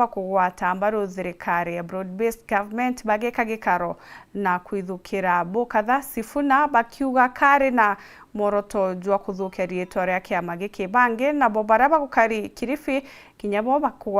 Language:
Meru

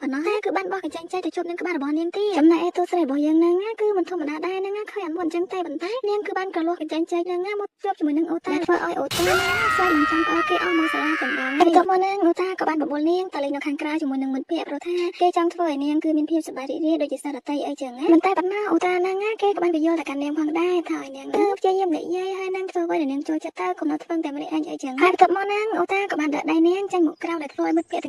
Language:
Khmer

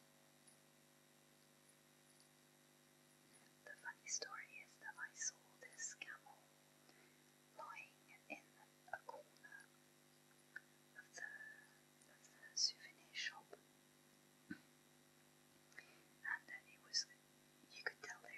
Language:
English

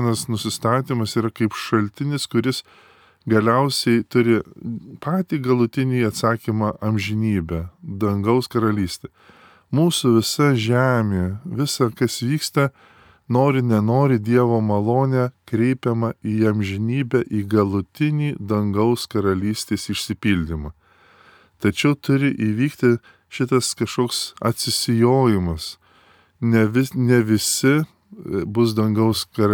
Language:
Lithuanian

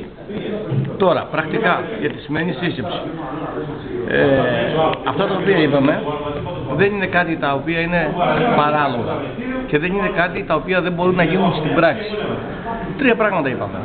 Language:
Greek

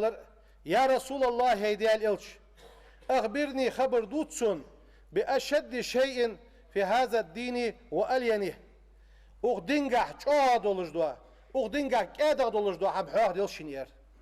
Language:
Ingush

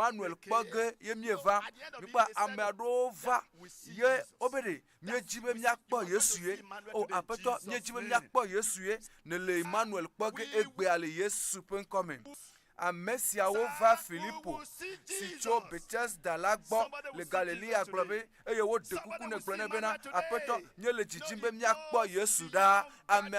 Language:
Ewe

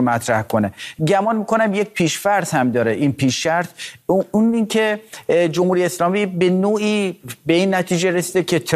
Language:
Persian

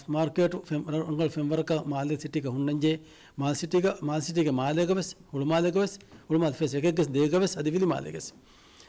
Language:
Divehi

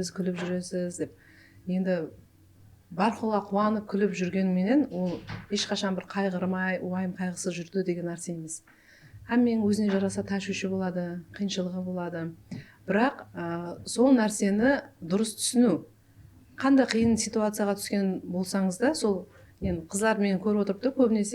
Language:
Kara-Kalpak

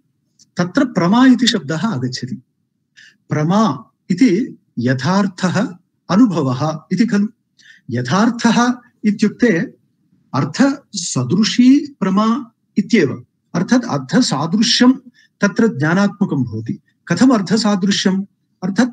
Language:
Sanskrit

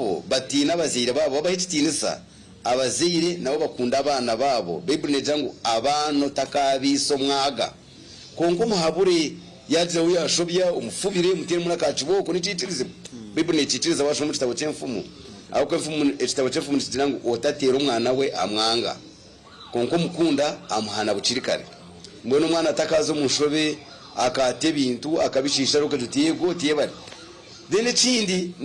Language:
Nyankole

